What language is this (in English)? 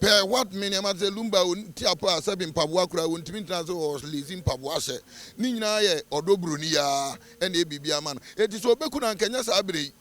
Akan